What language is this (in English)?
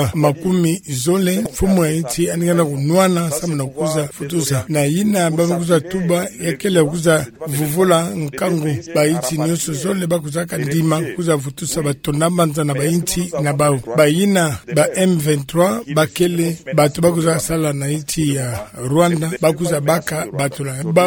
Kituba (Democratic Republic of Congo)